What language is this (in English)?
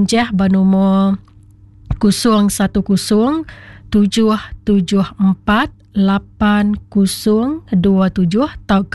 Iban